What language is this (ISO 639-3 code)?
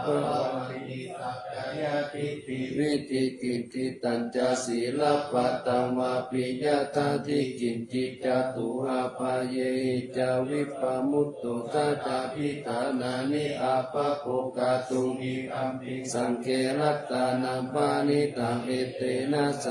pli